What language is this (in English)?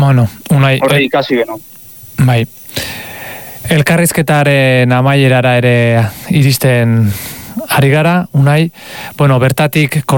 Basque